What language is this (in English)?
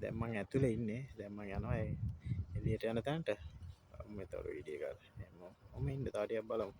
Sinhala